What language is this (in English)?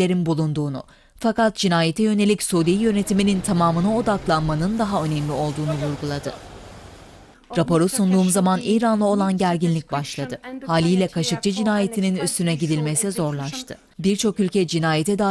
Turkish